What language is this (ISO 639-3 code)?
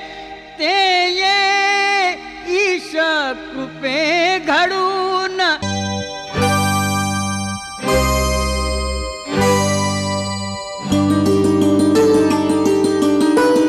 mar